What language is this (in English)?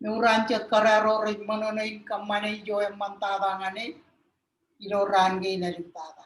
Marshallese